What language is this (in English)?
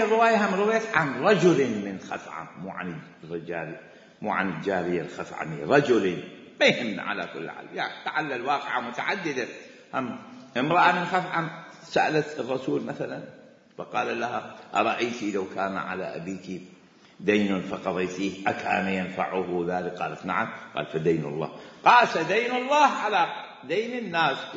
Mesopotamian Arabic